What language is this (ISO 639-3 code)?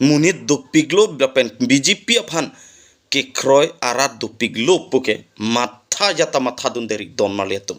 mjw